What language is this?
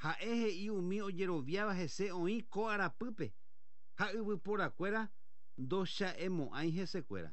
Guarani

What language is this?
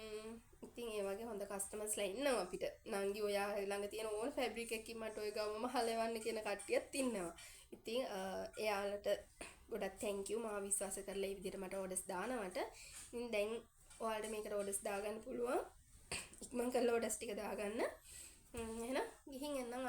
Sinhala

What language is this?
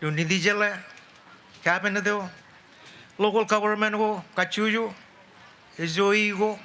Marshallese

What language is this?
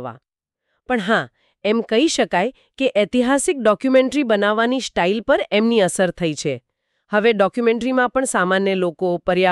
Gujarati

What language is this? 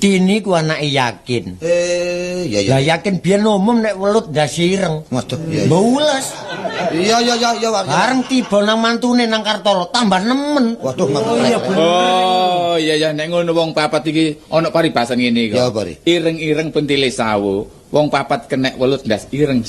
Javanese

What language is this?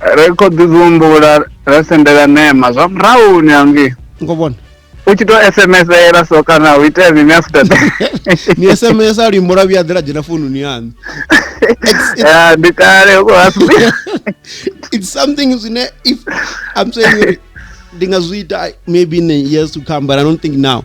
Venda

